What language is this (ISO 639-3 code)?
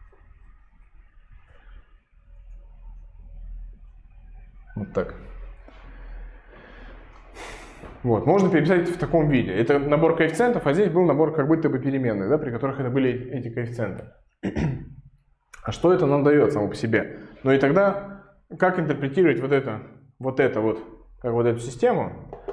rus